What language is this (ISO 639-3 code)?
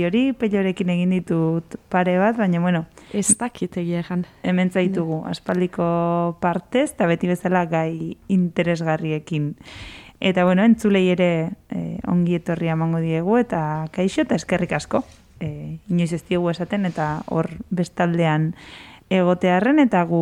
eus